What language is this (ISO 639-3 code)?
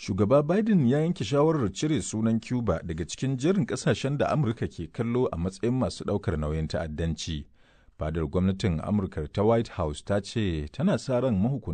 hau